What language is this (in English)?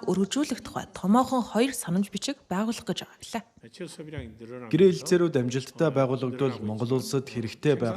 Mongolian